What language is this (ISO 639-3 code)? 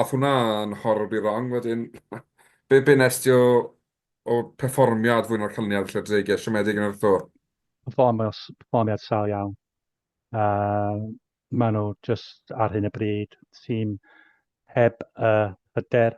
cym